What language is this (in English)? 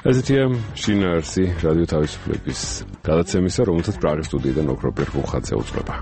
Georgian